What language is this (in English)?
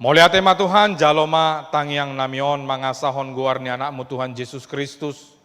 Batak Toba